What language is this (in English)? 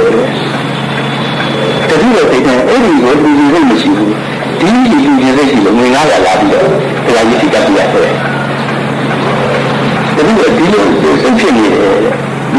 Burmese